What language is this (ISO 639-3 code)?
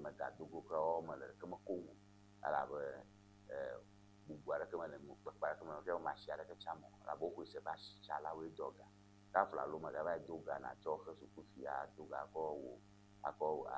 ewe